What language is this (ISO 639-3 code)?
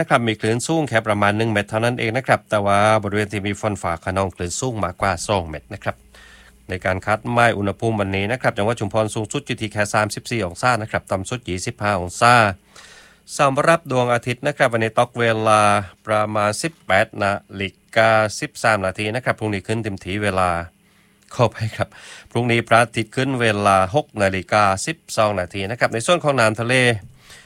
tha